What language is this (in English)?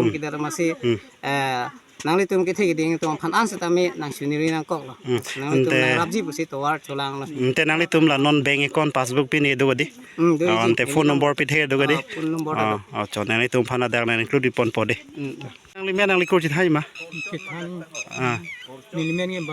Karbi